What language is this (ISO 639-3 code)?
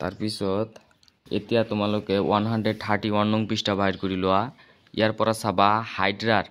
asm